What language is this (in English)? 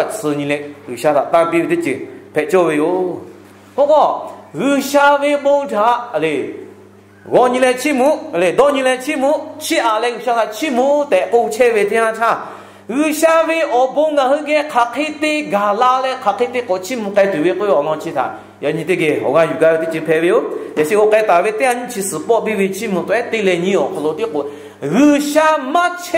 Lahu